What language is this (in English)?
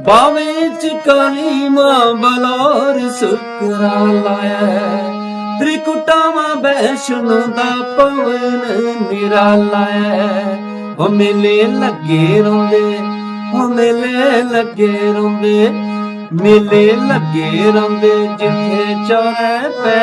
Dogri